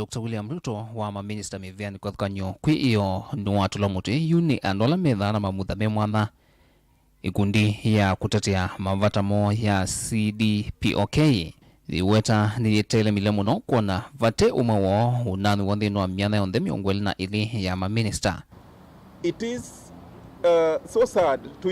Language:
Kamba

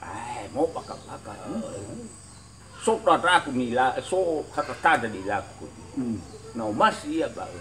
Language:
Nias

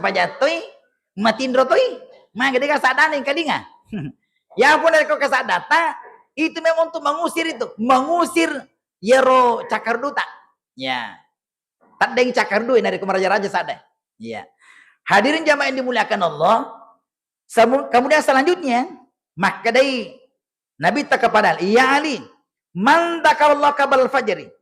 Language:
Buginese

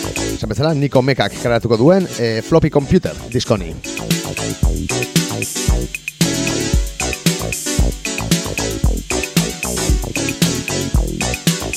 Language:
Basque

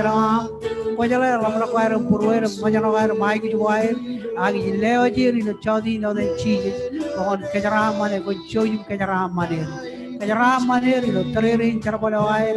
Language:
Marshallese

